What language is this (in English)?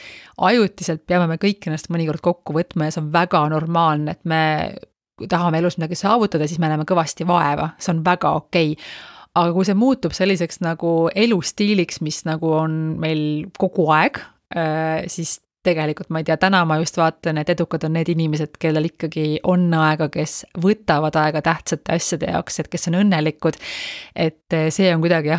Estonian